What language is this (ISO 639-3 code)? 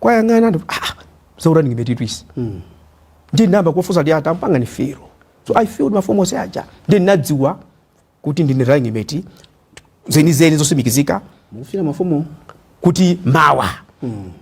nya